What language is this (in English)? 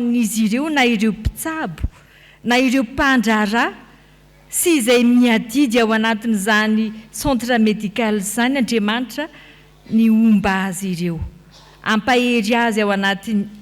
Malagasy